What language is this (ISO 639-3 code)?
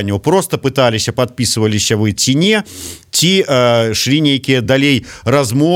bel